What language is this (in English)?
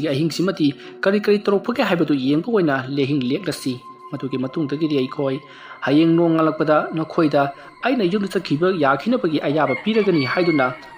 Manipuri